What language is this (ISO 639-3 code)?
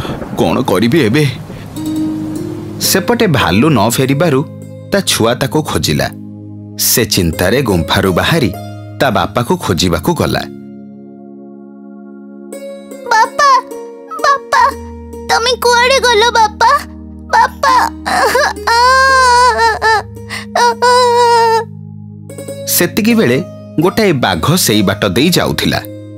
ori